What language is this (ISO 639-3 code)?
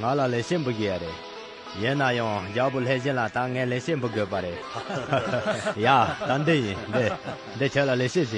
khg